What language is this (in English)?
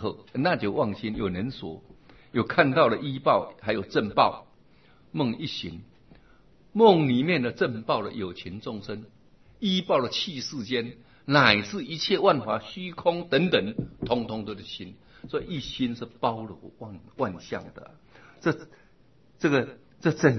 Chinese